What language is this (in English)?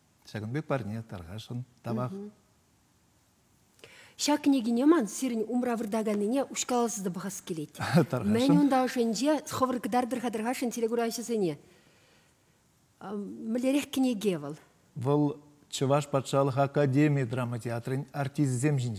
Chuvash